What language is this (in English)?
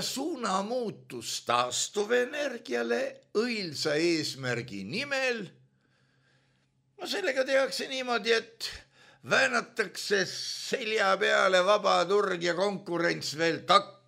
Estonian